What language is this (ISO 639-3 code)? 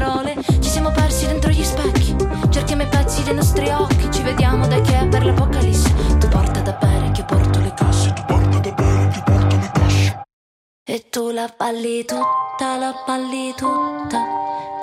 ita